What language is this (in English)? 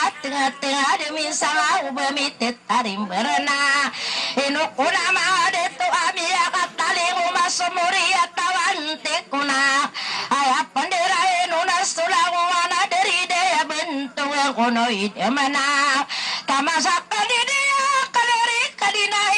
Maranao